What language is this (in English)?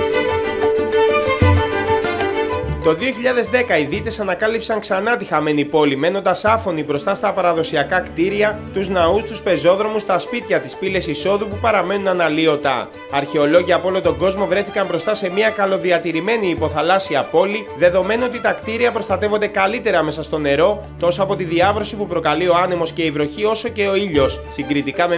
Greek